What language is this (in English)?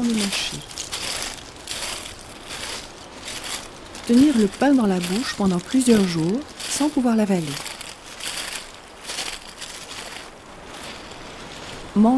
French